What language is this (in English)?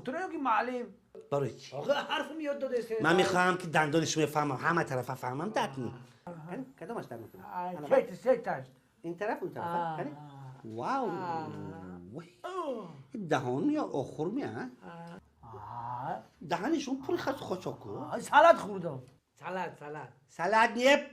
Tajik